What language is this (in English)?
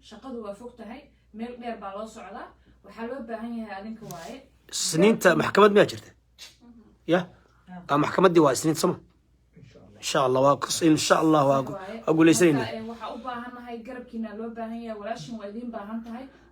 Somali